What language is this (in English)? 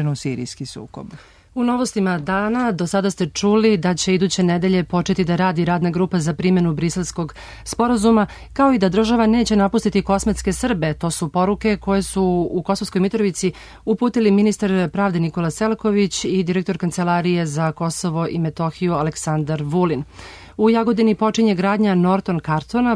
Serbian